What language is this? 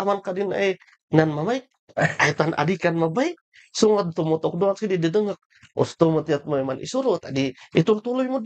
Kankanaey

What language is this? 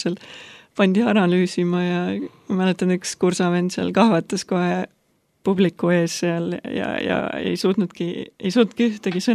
Estonian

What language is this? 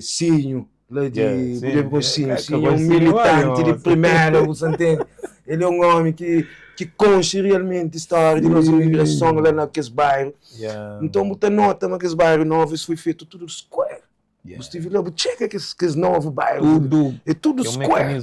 Kabuverdianu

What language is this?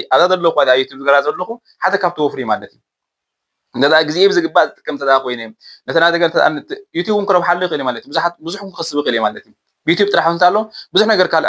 Tigrinya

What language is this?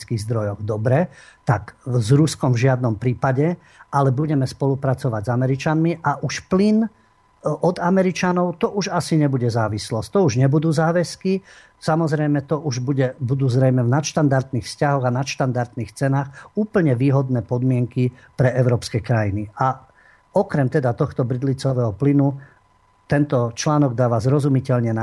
Slovak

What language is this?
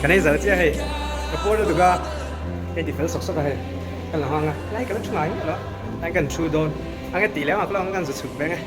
Mizo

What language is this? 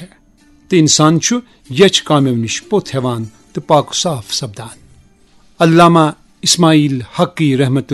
Kashmiri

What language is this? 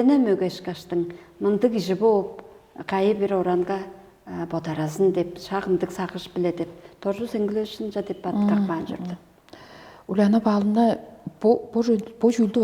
Tuvinian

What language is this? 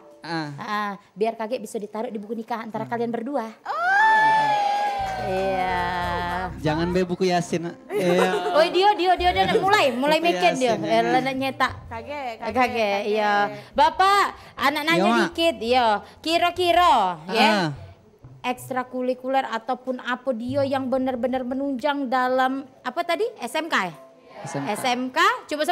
Musi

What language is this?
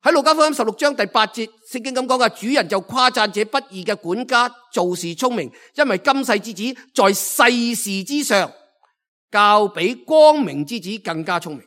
Cantonese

